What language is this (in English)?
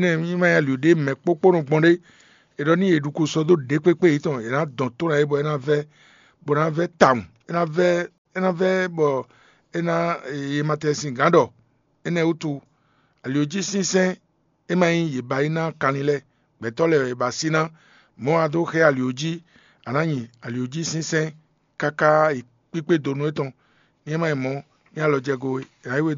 Fon